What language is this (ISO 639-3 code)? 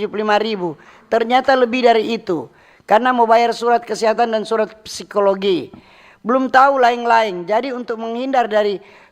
xmm